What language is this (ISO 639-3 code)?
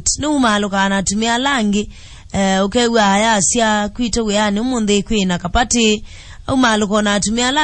kam